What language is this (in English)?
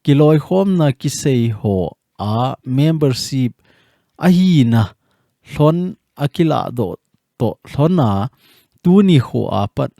Thado Chin